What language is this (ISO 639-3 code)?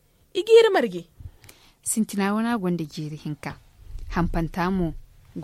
dje